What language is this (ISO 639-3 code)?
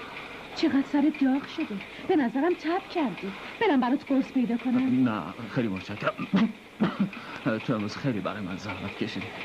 fas